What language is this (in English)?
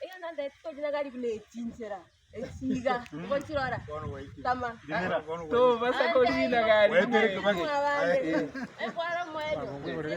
Gusii